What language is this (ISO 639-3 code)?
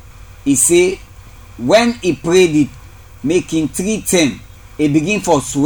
kri